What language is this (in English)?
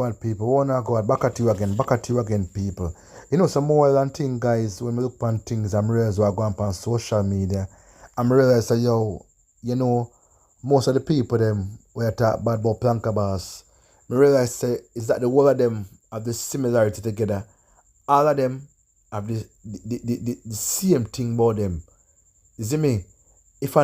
Jamaican Creole English